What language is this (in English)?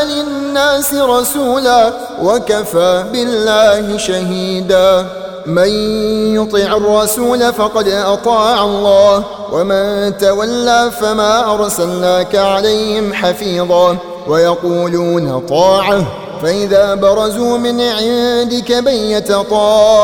Arabic